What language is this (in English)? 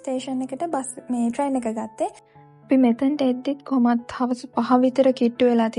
Sinhala